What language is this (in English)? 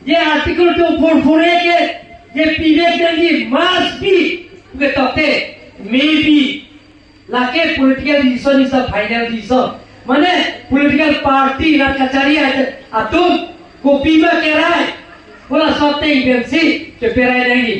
Karbi